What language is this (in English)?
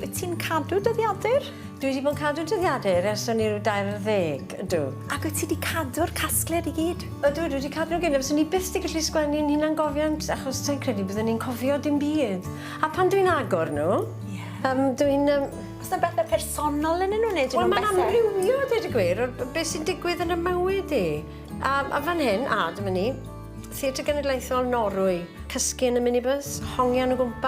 Welsh